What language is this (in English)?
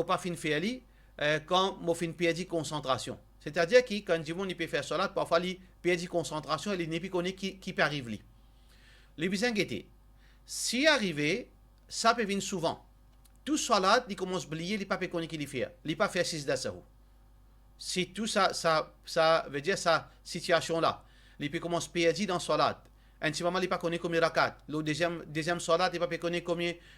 Morisyen